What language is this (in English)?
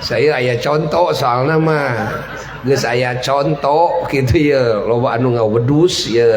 Sundanese